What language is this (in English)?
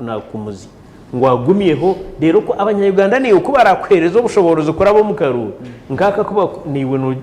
Nyankole